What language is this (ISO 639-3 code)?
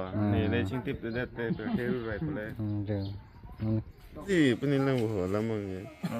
mjw